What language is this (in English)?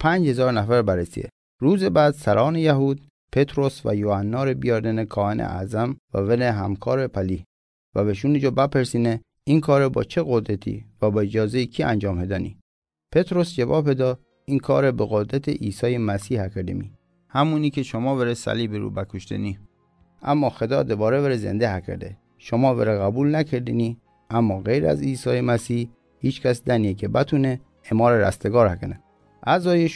Mazanderani